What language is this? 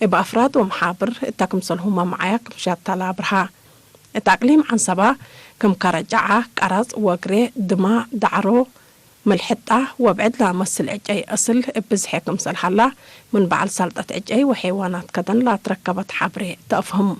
Tigre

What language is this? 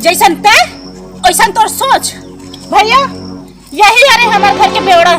Chhattisgarhi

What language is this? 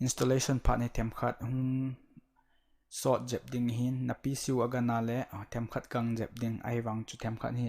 Thado Chin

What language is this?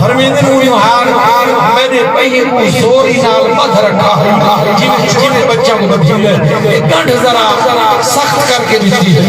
Saraiki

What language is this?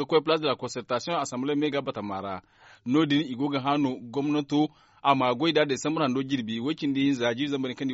Zarma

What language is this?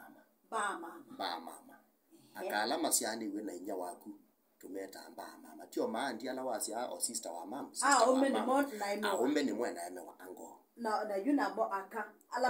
Kamba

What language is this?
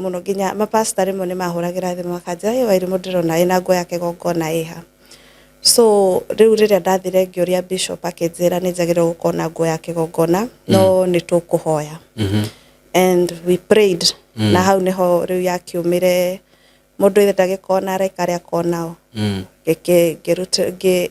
Kikuyu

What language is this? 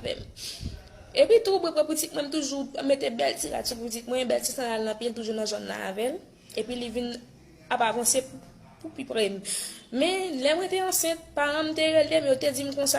Haitian Creole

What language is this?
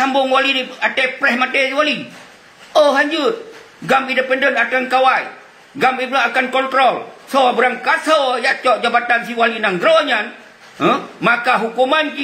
Achinese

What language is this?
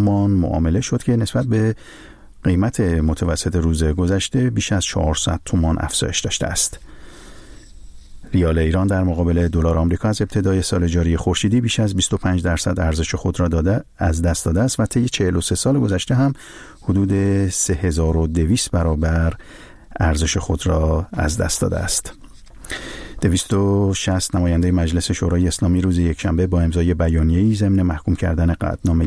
Persian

